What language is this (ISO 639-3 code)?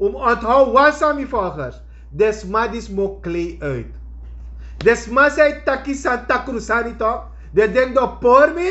srn